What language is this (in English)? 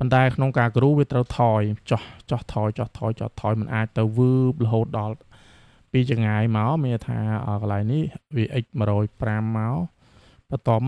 Khmer